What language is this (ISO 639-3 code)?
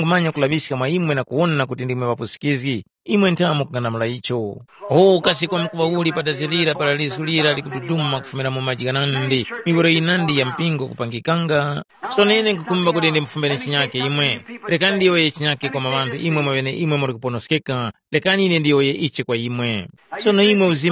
tum